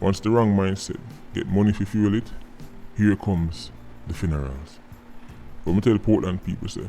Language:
Jamaican Creole English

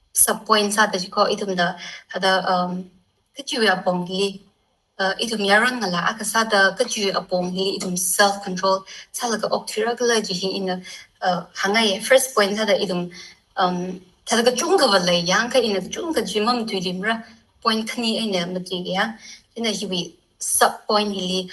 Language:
Tangkhul Naga (India)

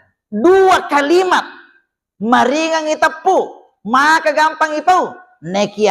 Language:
Buginese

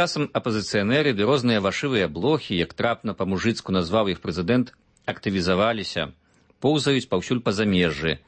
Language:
Belarusian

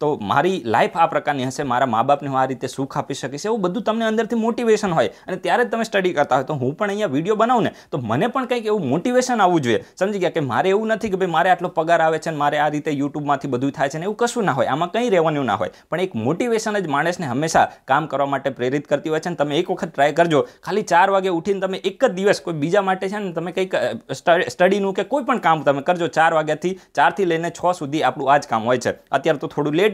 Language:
Gujarati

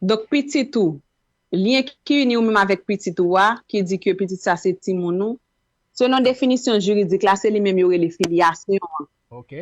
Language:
Haitian Creole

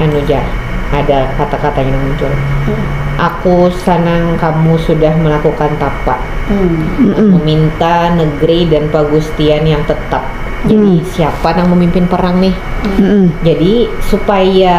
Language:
Banjar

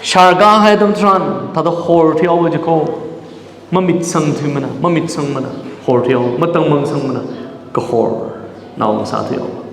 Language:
Tangkhul Naga (India)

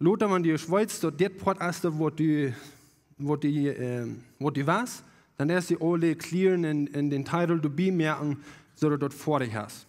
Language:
Plautdietsch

